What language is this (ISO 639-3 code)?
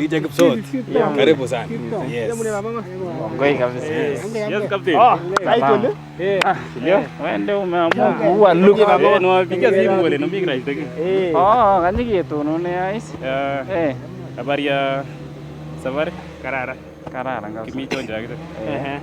niq